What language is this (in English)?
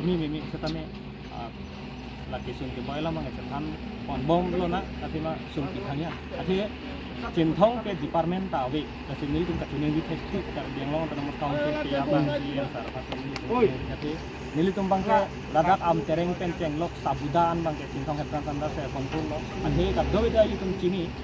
Karbi